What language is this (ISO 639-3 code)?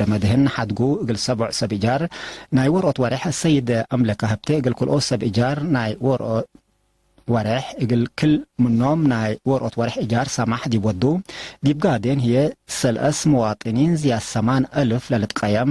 tig